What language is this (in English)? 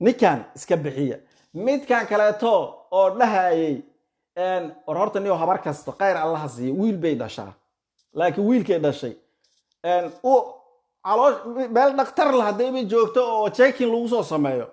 Somali